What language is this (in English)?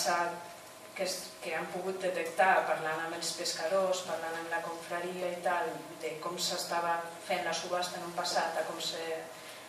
Catalan